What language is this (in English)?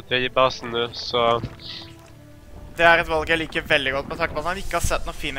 Norwegian